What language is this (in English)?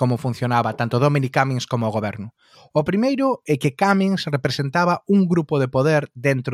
Galician